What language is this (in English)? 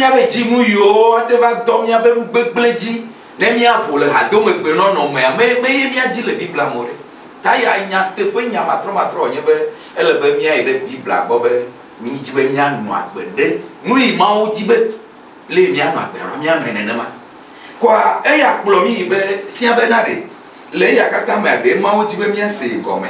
Ewe